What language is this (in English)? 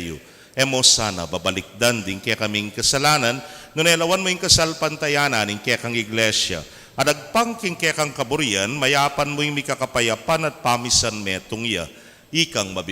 Pampanga